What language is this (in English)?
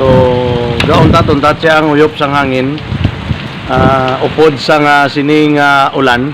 Hiligaynon